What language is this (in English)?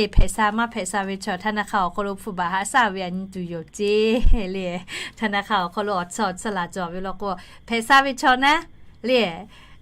Lahu